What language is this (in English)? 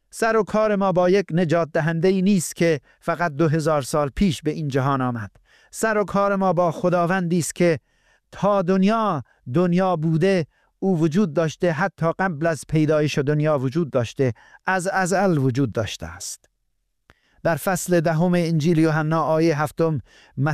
Persian